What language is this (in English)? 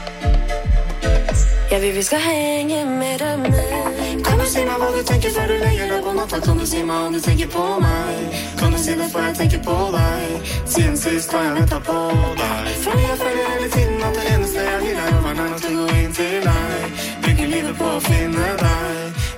Norwegian